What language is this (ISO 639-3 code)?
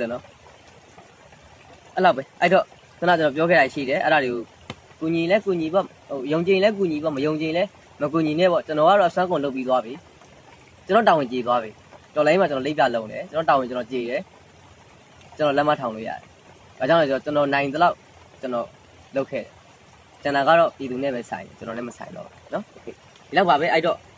mya